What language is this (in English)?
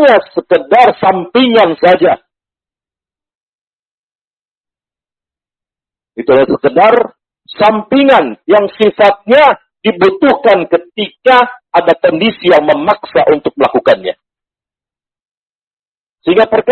Indonesian